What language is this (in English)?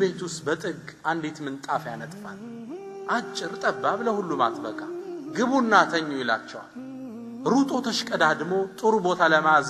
Amharic